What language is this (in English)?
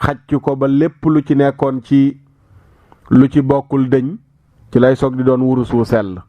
Wolof